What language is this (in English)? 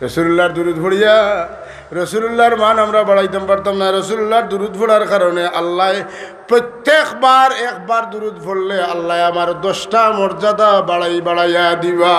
Sylheti